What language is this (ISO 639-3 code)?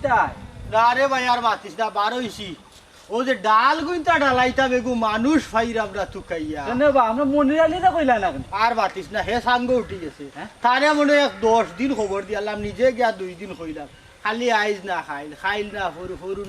syl